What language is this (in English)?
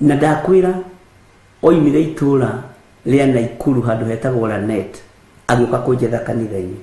Kikuyu